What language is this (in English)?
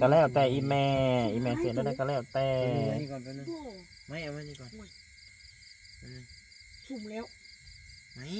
Northeastern Thai